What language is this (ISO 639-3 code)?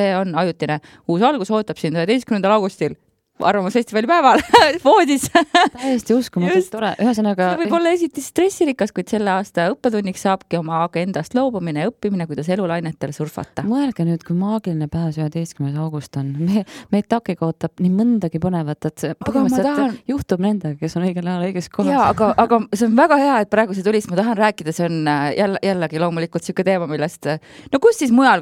est